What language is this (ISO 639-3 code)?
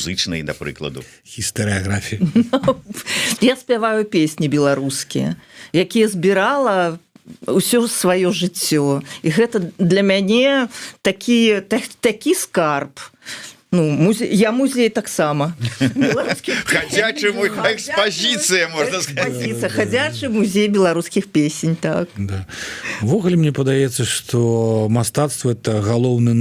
bel